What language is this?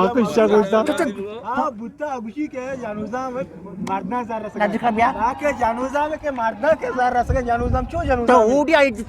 Eastern Balochi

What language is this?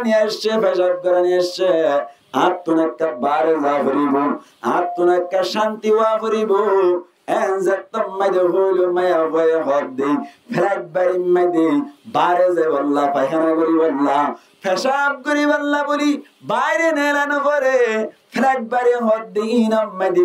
Rohingya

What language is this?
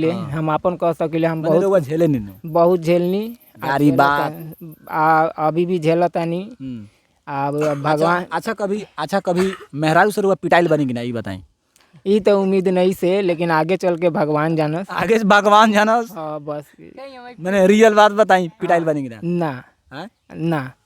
Bhojpuri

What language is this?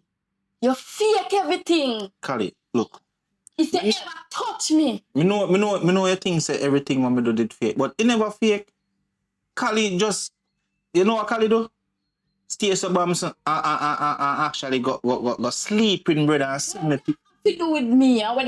Jamaican Creole English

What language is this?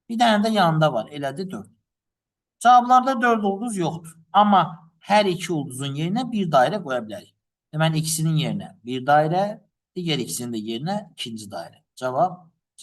Azerbaijani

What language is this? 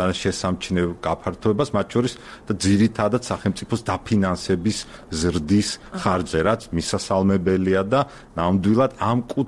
Georgian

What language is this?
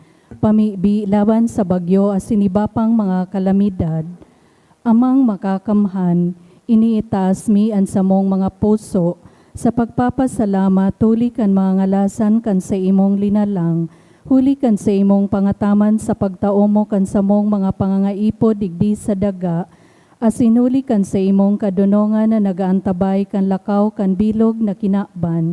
Bikol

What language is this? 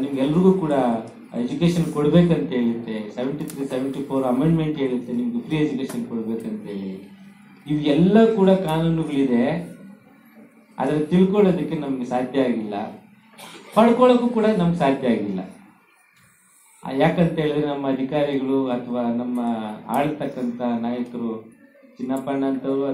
Kannada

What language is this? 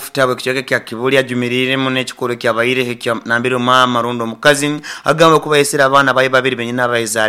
Nyoro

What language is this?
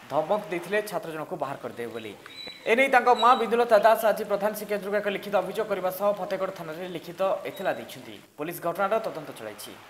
Odia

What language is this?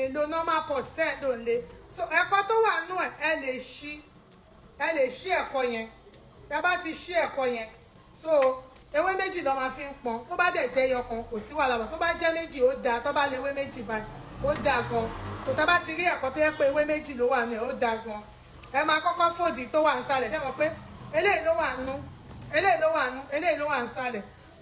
Yoruba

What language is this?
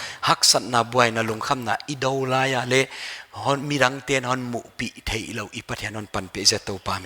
Paite Chin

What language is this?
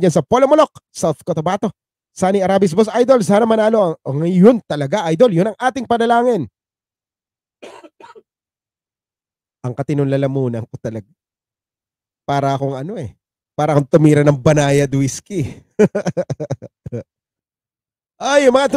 Filipino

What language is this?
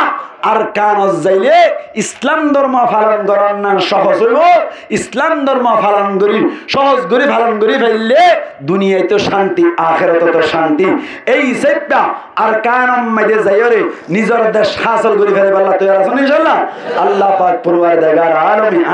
Rohingya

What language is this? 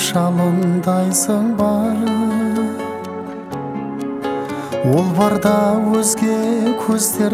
Kazakh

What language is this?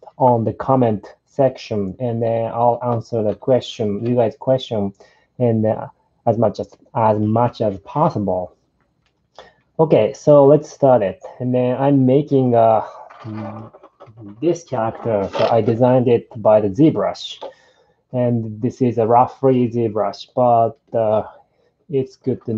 English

